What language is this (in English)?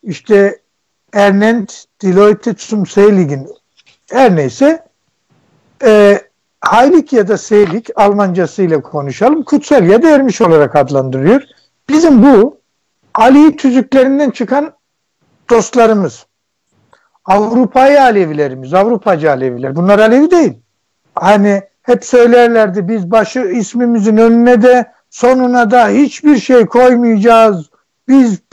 Turkish